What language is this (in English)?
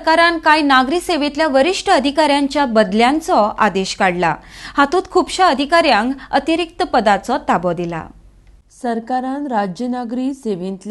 Konkani